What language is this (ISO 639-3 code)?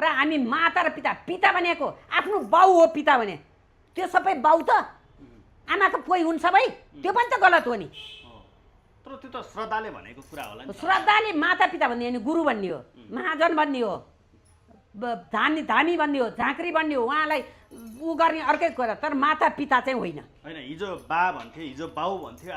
nep